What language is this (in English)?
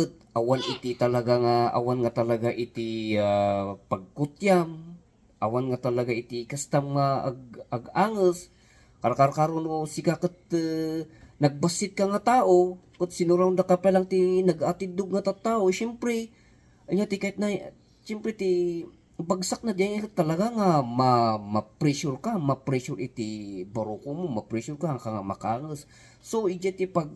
Iloko